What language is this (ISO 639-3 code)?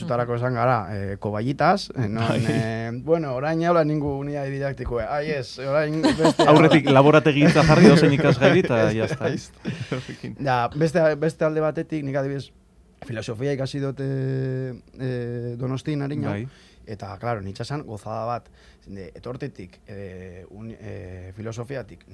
eus